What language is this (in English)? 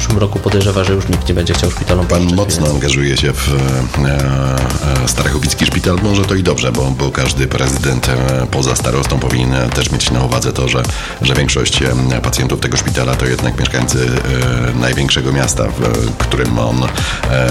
Polish